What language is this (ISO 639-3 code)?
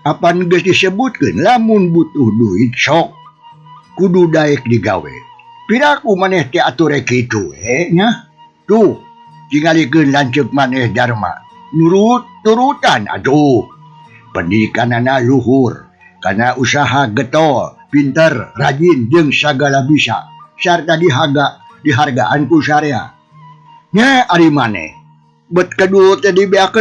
sun